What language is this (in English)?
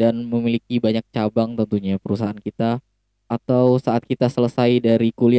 Indonesian